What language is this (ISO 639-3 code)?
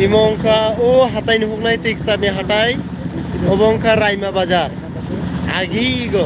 trp